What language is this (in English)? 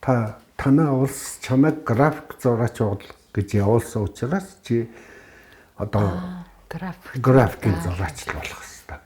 Mongolian